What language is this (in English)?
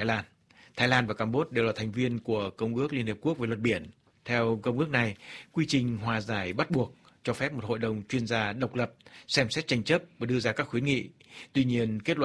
Vietnamese